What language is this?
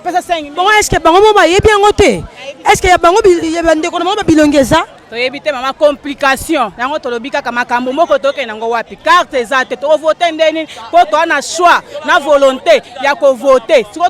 Lingala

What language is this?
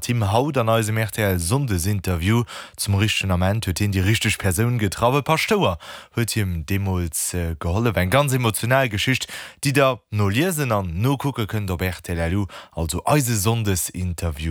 Luxembourgish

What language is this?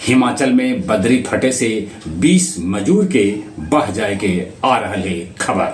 Magahi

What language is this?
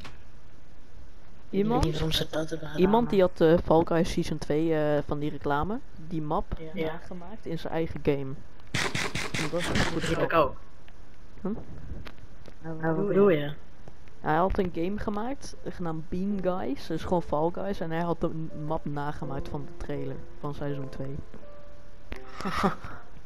Dutch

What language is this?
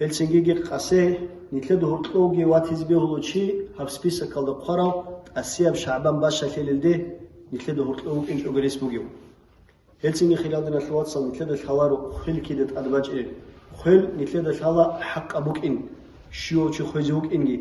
Avaric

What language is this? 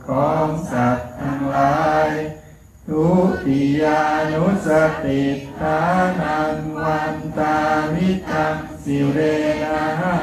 Thai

